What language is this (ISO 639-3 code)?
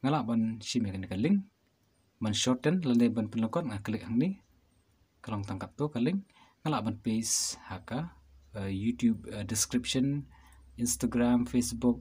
kha